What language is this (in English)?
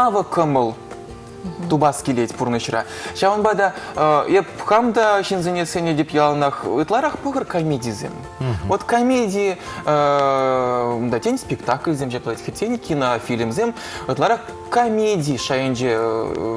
Chuvash